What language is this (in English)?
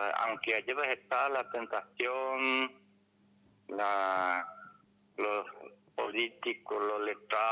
Guarani